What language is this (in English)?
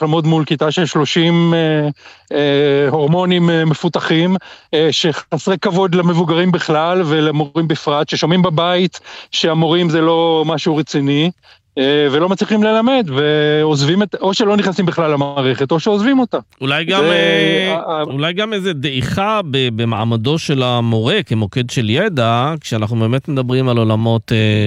Hebrew